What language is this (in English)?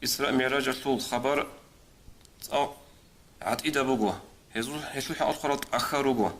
Avaric